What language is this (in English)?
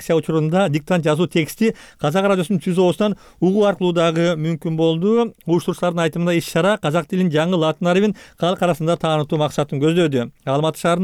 Kyrgyz